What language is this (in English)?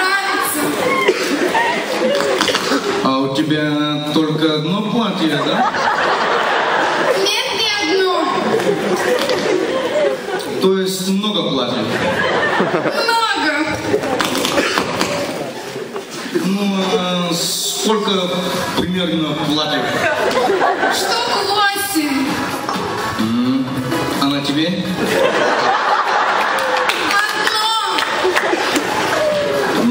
Russian